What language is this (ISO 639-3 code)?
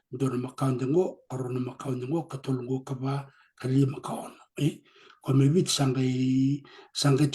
fij